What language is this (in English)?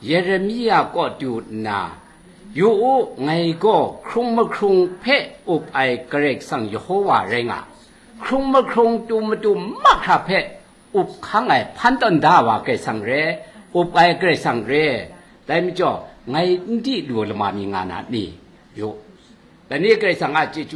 Kachin